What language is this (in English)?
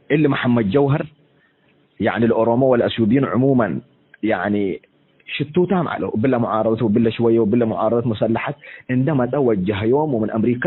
Tigre